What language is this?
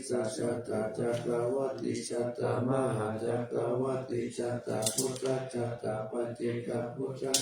Pali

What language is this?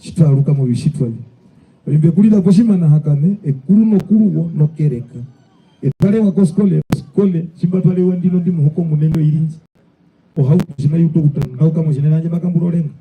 Herero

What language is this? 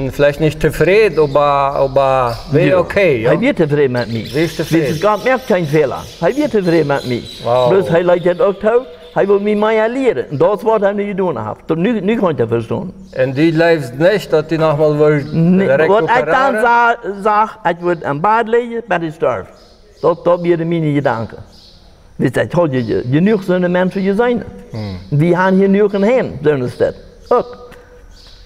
Plautdietsch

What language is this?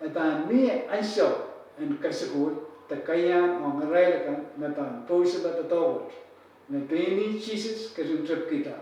Pohnpeian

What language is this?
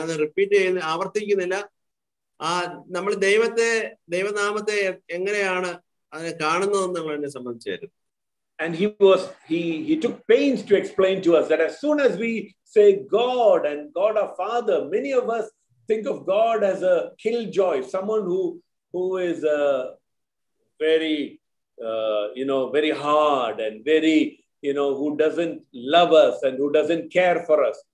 Malayalam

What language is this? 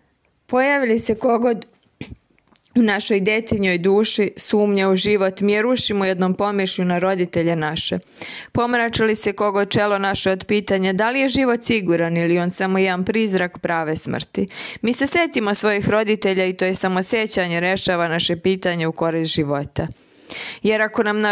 Serbian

